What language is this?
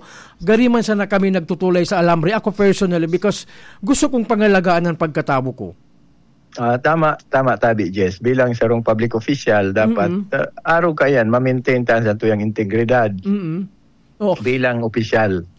Bikol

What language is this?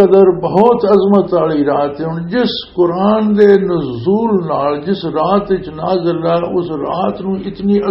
Western Panjabi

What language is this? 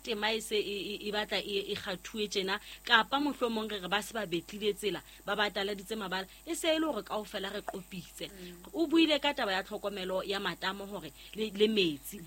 Southern Sotho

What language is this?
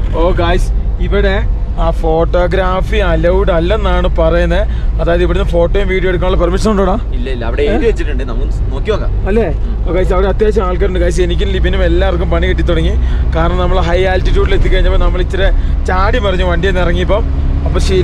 Malayalam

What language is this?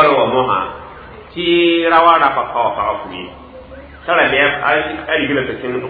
Mossi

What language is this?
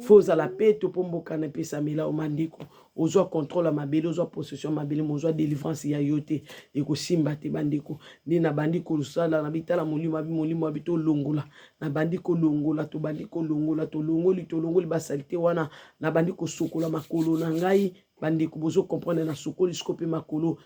Lingala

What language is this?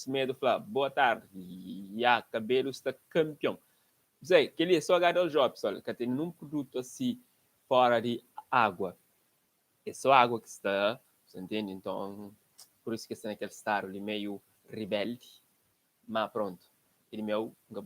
Kabuverdianu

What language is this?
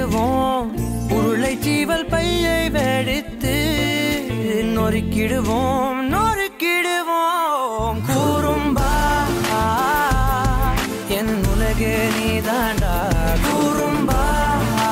Tamil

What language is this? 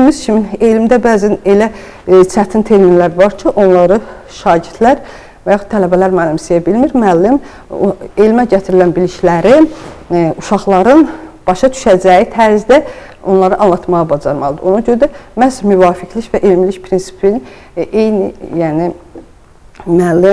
Azerbaijani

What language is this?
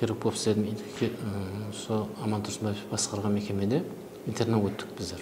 Kara-Kalpak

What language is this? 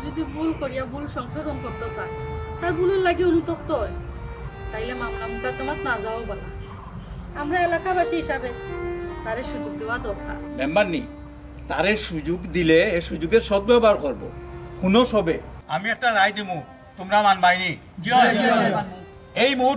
Sylheti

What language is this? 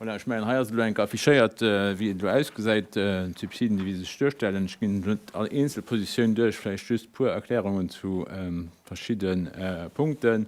Luxembourgish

